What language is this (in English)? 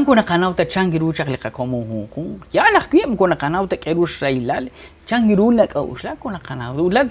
Kekchí